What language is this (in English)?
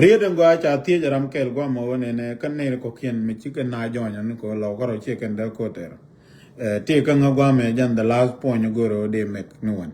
Nuer